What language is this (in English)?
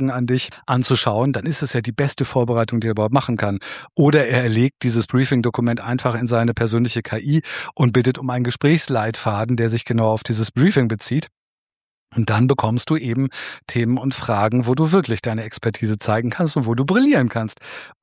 German